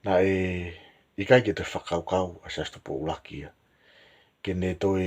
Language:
Tongan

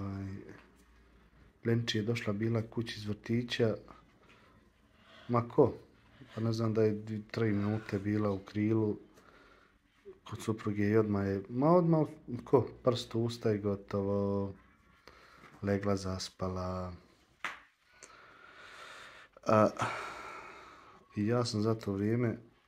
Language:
Croatian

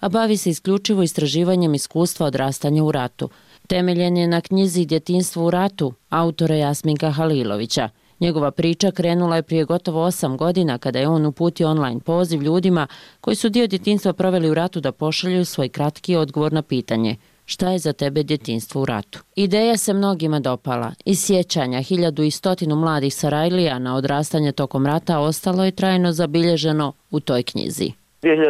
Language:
Bosnian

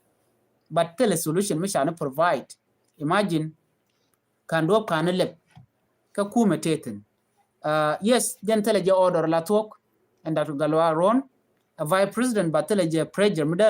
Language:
Nuer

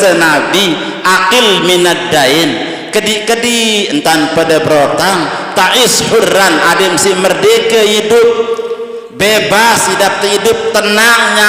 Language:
Sasak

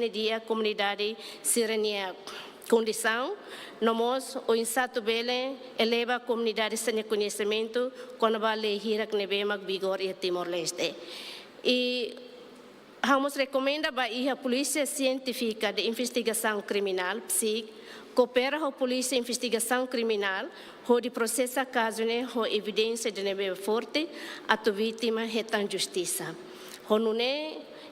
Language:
Tetum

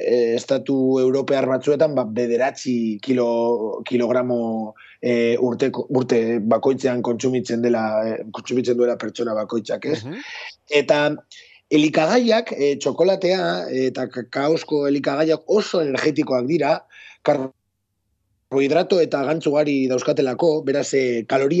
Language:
Basque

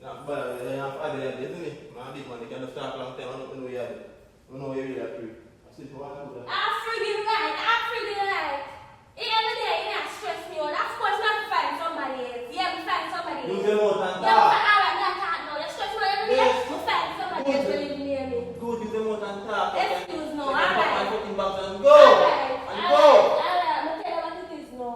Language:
Jamaican Creole English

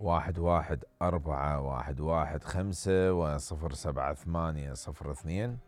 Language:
Mesopotamian Arabic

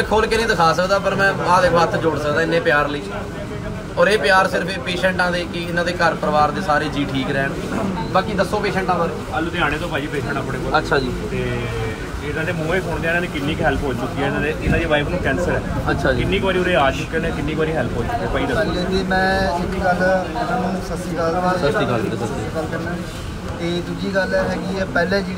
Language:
Punjabi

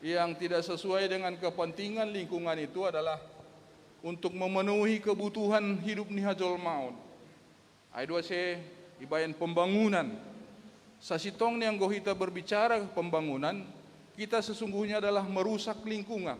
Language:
Batak Simalungun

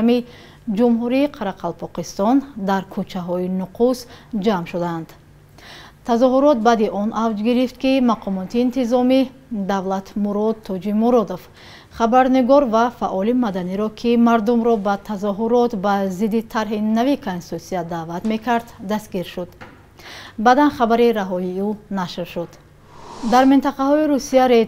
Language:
Tajik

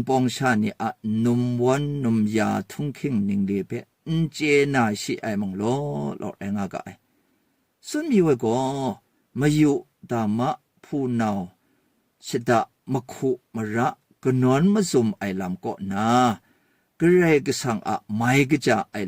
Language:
Kachin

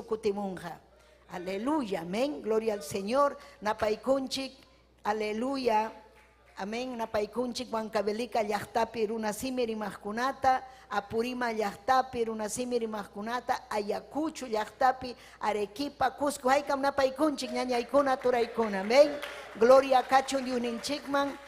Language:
Ayacucho Quechua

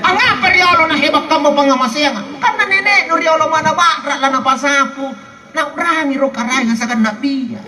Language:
Makasar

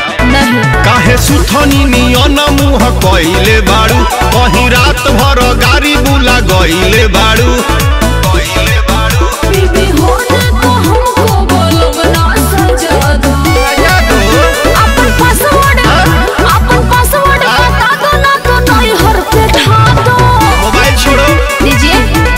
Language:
Bhojpuri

